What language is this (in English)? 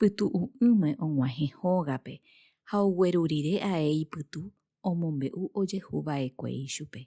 Guarani